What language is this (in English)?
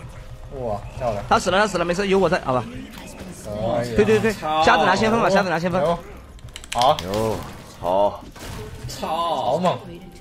Chinese